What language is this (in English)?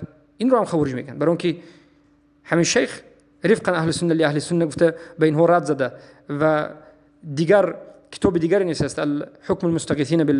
Tajik